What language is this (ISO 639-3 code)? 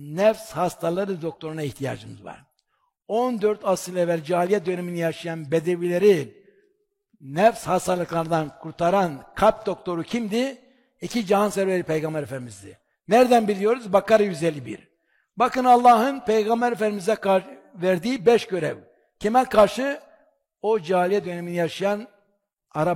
tur